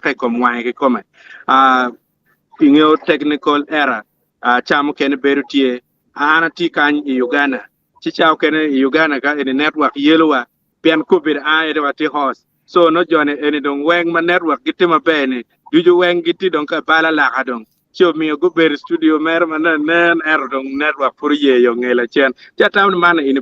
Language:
Acoli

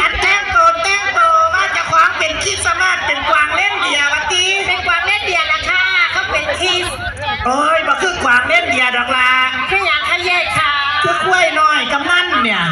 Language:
Northeastern Thai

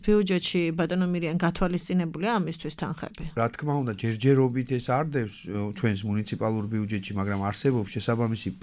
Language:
Georgian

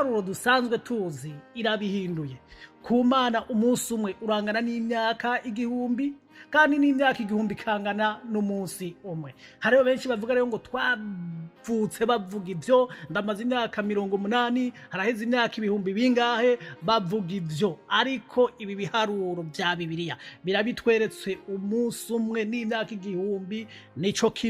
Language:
Rundi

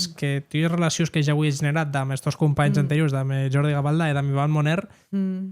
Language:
Occitan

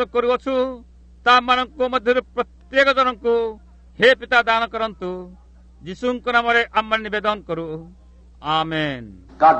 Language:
Odia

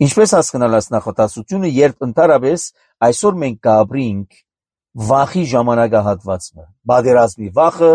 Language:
Armenian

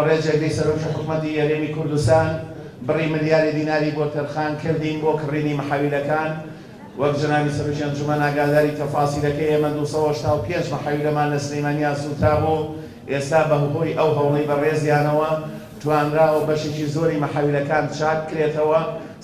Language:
Central Kurdish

